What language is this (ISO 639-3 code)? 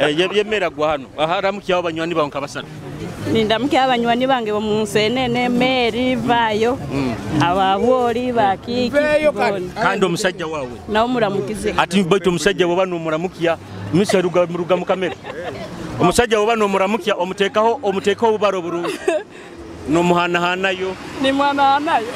nyo